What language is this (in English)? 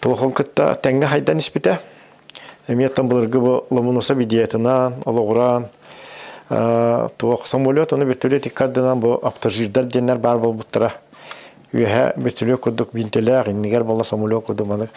Yakut